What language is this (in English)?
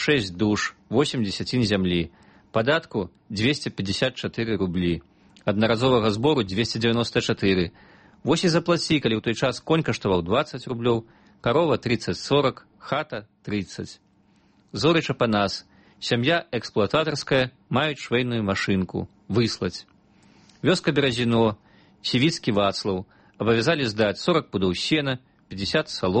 Belarusian